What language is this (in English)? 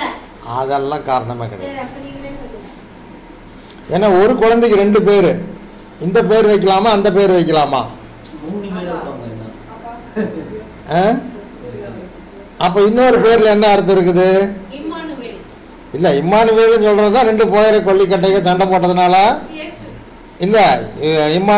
Tamil